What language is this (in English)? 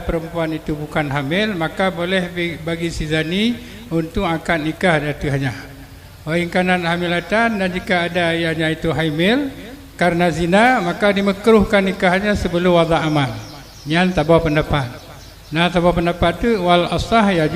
Achinese